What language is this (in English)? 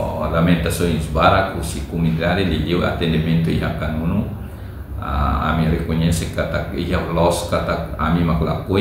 Tetum